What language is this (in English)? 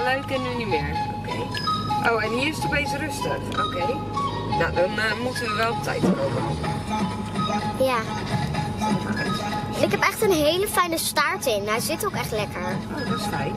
Dutch